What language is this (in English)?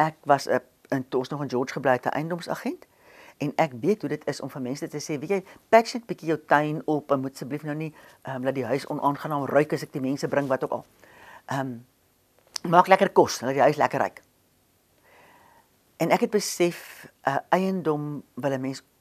Afrikaans